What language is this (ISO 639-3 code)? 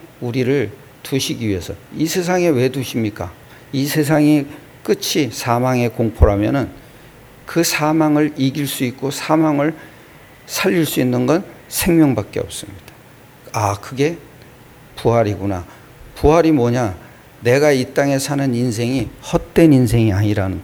kor